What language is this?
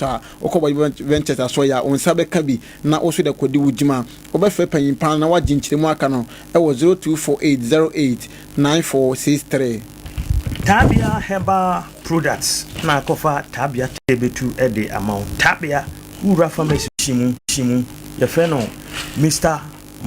Akan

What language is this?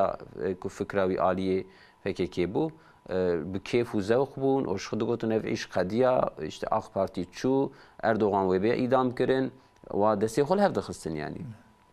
Kurdish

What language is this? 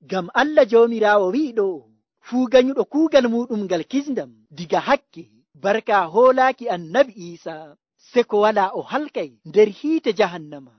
Nigerian Fulfulde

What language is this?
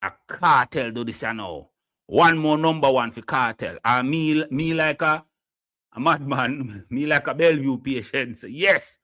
Jamaican Creole English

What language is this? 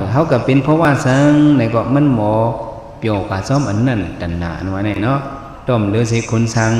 Shan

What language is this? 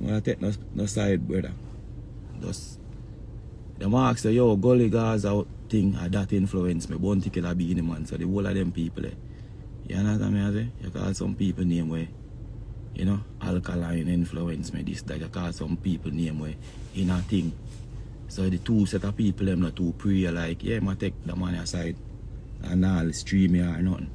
Jamaican Creole English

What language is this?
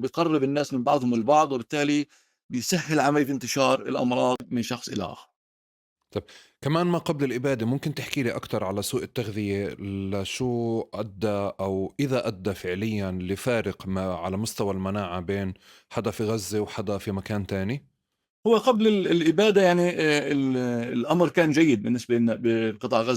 North Levantine Arabic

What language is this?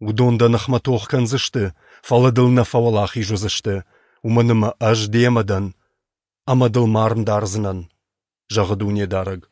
Ossetic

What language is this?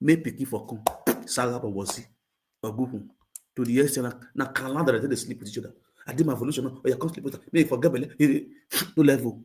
Nigerian Pidgin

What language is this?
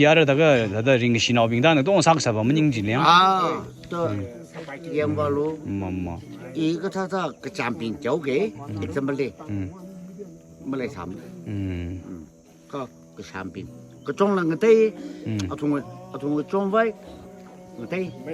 Tangkhul Naga (India)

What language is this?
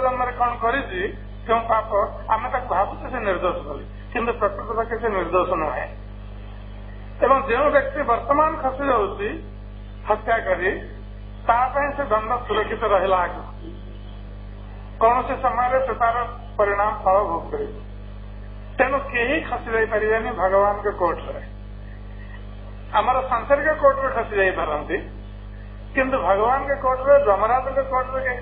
Odia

